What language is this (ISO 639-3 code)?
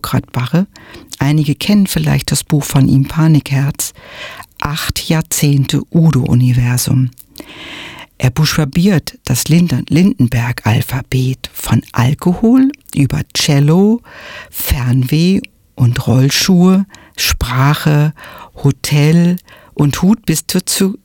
deu